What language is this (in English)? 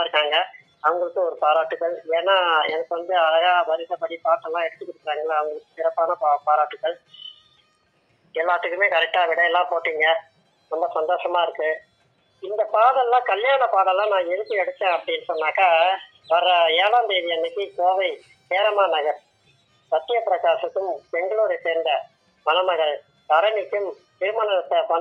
Tamil